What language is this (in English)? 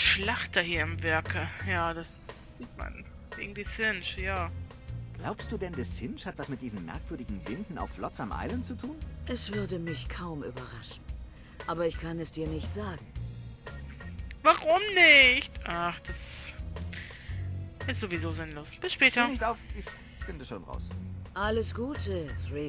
German